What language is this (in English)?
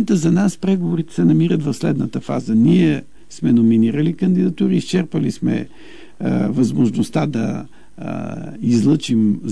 Bulgarian